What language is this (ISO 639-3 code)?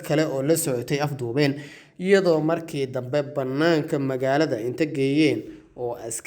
som